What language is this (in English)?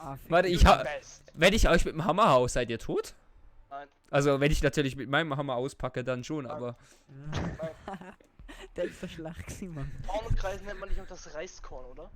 Swiss German